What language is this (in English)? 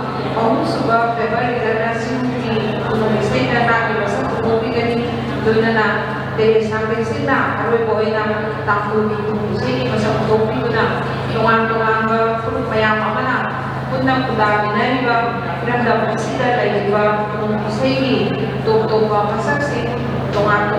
Manipuri